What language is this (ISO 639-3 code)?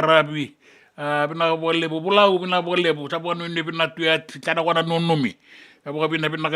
fij